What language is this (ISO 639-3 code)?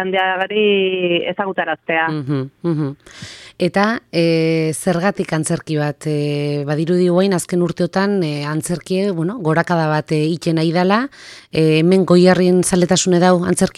eus